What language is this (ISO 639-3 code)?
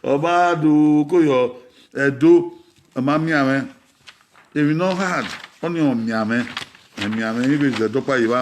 bin